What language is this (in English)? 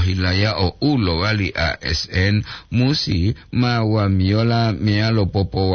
Gorontalo